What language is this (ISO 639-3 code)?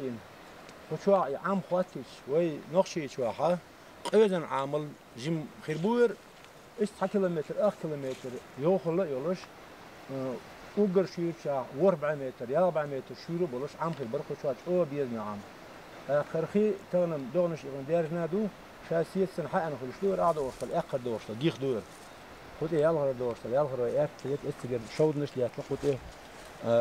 che